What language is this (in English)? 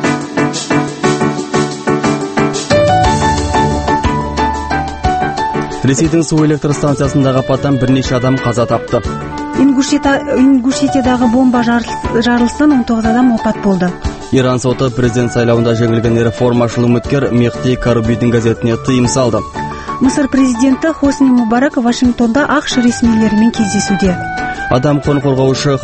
Kazakh